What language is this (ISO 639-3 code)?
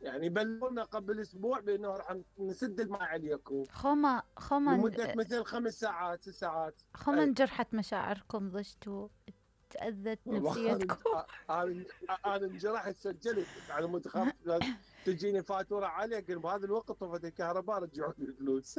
acm